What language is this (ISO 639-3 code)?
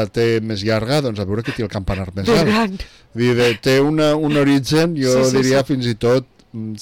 cat